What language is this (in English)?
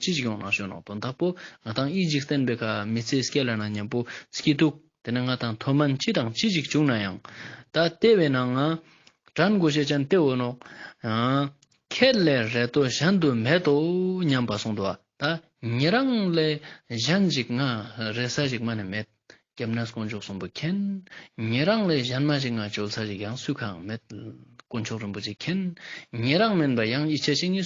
Ladakhi